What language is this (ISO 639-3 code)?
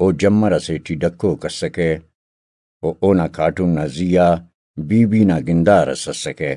brh